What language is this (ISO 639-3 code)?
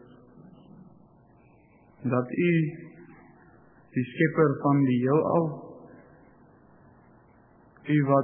afr